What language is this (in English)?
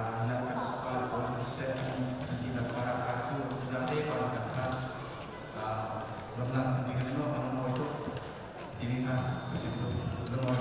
Falam Chin